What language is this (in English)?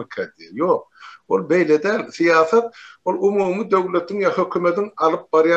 Turkmen